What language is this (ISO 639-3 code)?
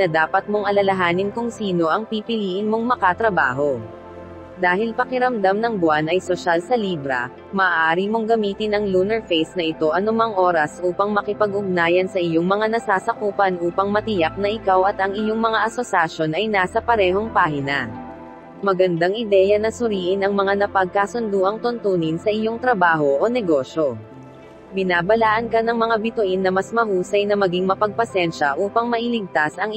fil